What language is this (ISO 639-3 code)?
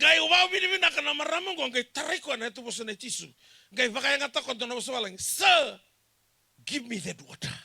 fij